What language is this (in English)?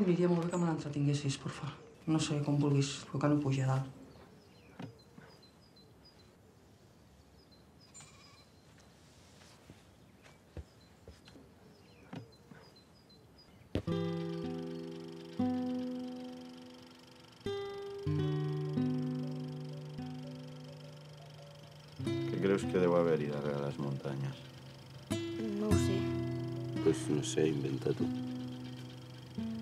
Catalan